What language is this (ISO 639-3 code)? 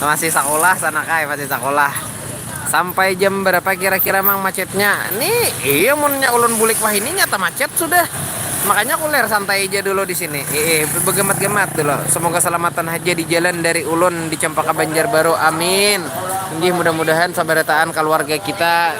bjn